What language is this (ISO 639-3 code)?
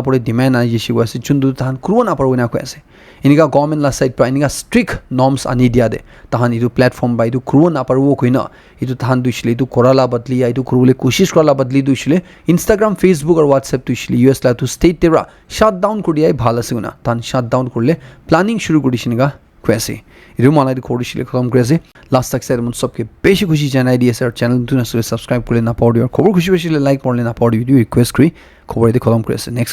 nag